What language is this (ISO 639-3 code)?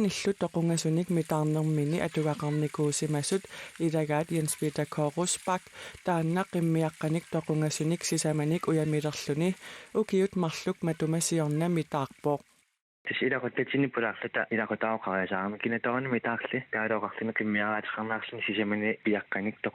kal